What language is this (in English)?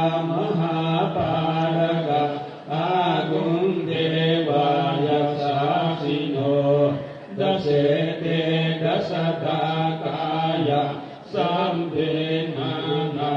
Pali